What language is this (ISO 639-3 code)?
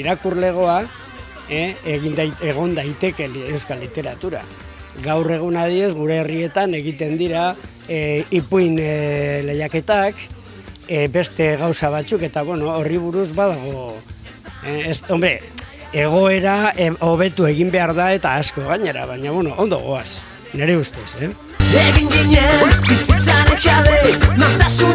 eus